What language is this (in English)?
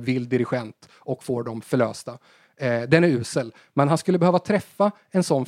Swedish